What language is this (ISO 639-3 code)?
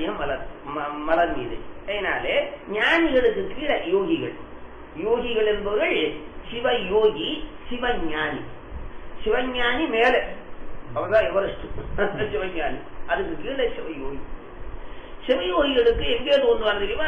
tam